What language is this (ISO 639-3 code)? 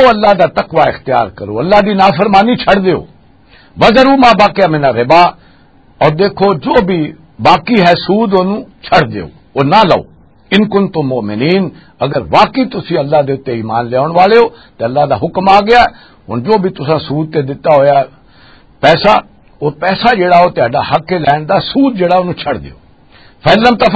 lah